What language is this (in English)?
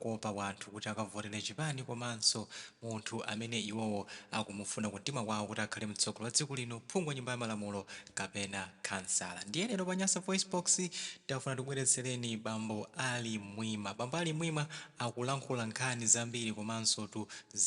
Nyanja